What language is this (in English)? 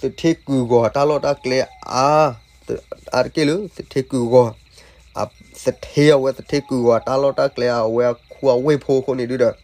S'gaw Karen